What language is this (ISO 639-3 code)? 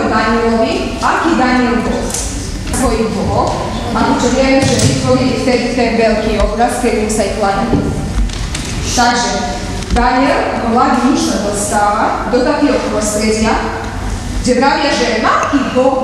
slk